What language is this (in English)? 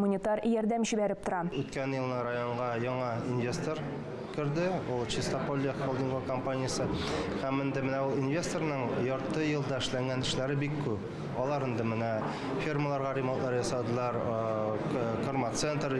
Tatar